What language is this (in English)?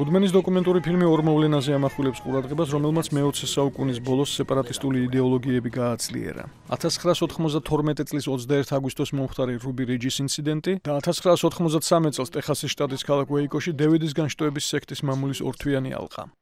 Georgian